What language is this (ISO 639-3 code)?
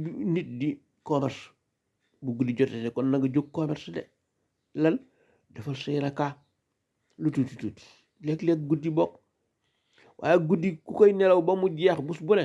wol